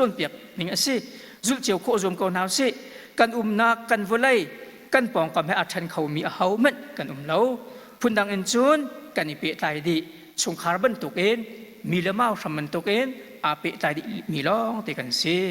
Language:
Hakha Chin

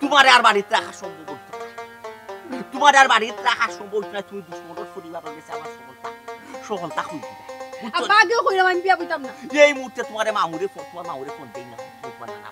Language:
Sylheti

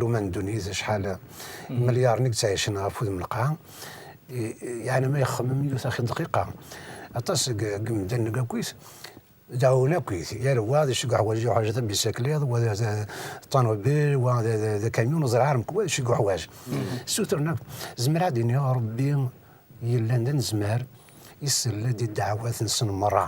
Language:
Kabyle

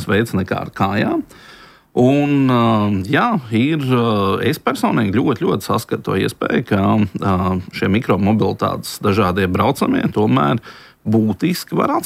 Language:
Latvian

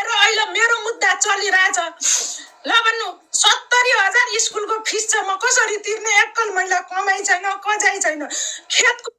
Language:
Nepali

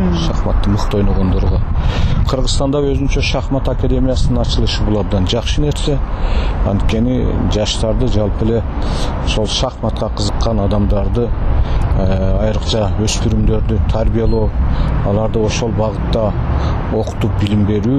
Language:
Kyrgyz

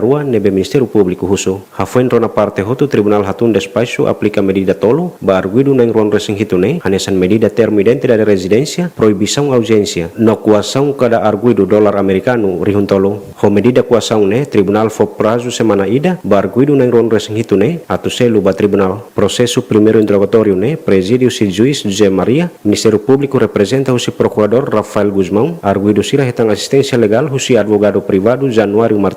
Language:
Tetum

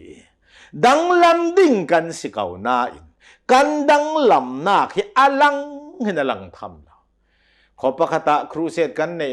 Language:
Hakha Chin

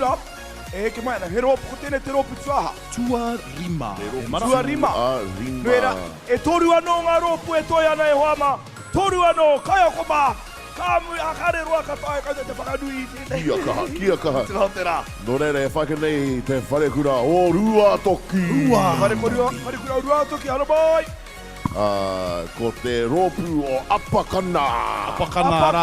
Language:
Māori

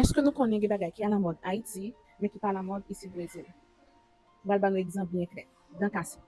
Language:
Haitian Creole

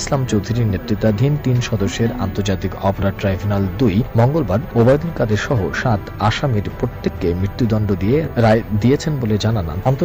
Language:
Bangla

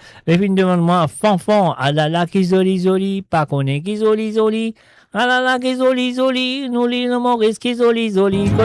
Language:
Morisyen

